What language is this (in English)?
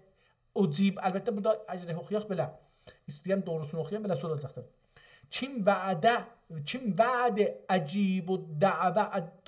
South Azerbaijani